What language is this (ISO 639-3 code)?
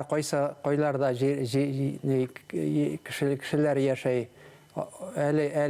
bak